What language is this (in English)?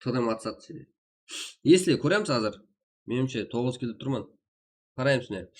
Kara-Kalpak